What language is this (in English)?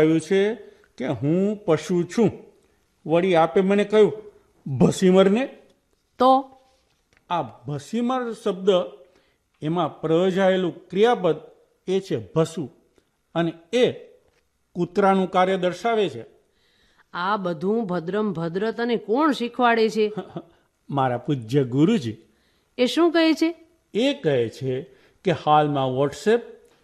Gujarati